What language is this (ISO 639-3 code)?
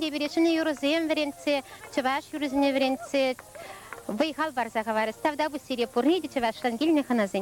chv